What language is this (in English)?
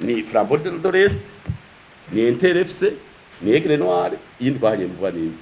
Rundi